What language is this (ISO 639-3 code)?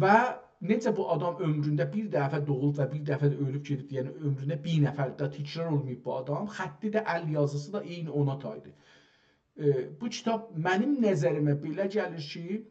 azb